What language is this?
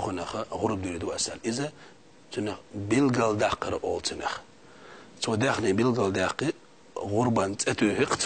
Chechen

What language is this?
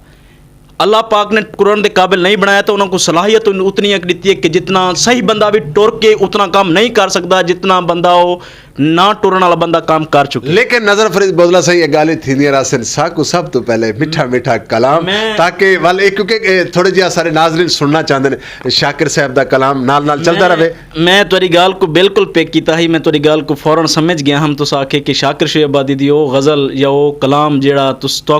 Saraiki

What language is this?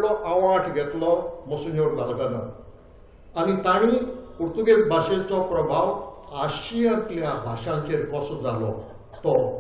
Konkani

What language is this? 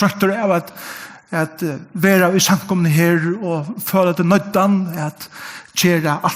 Faroese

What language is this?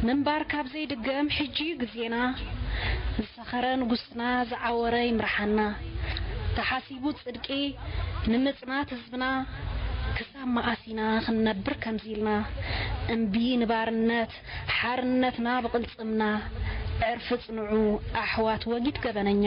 Tigrinya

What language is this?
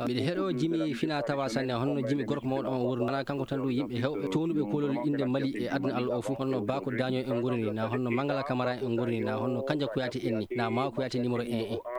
Maasina Fulfulde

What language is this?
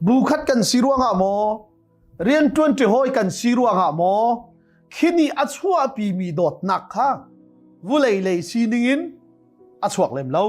Hakha Chin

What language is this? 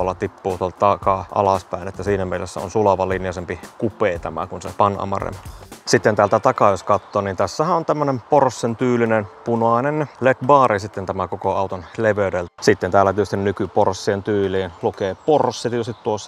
Finnish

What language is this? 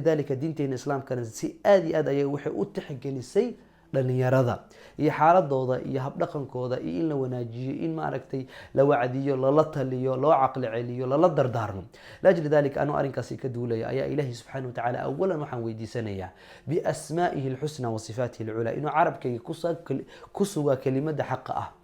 Somali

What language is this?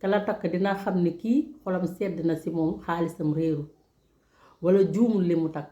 Wolof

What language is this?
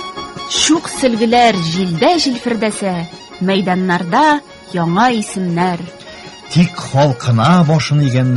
Tatar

